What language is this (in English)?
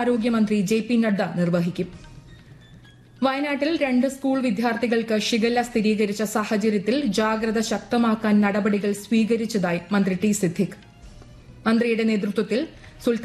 Malayalam